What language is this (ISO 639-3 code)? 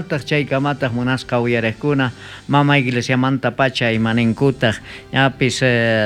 quh